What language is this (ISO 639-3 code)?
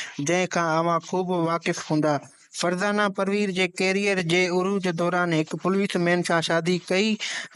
snd